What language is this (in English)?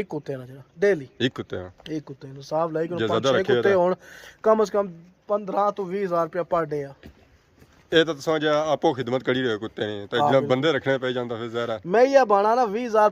Pahari-Potwari